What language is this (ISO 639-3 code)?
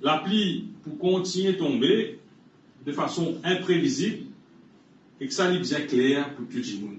mfe